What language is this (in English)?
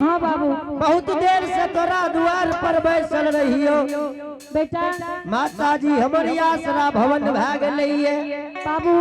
Angika